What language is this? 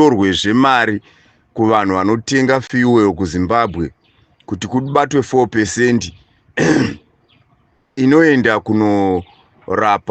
Shona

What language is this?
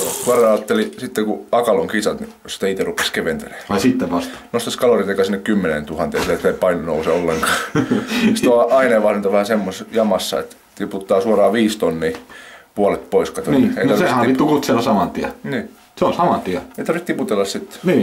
Finnish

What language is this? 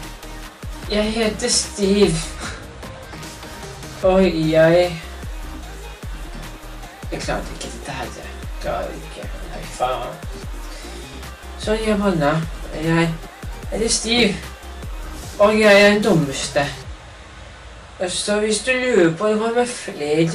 Norwegian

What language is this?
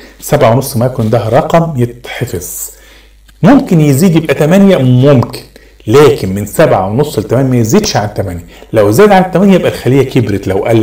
Egyptian Arabic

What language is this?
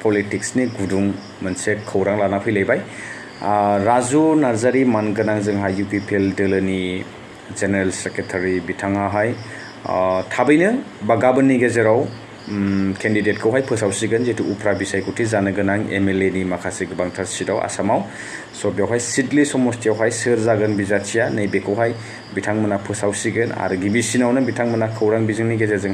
Bodo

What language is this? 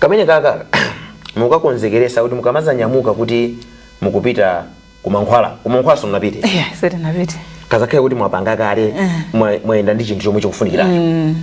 Nyanja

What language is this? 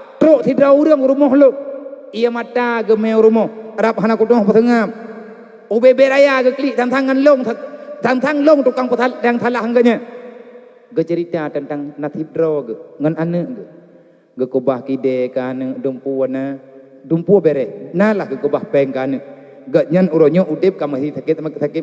Achinese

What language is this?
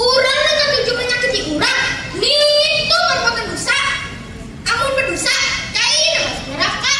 Banjar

